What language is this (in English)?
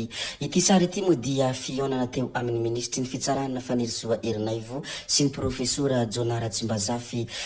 Malagasy